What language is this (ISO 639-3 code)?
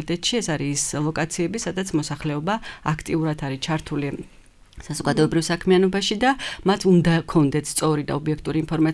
kat